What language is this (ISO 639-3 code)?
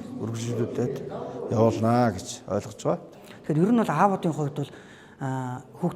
mon